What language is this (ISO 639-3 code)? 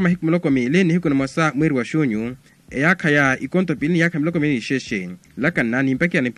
vmw